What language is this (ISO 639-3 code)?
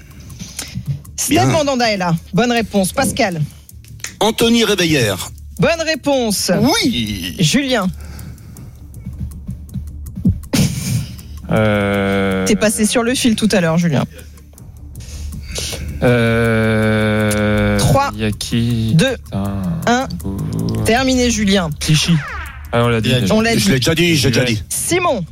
fra